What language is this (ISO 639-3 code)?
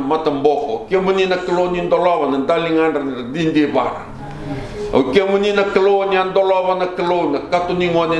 fij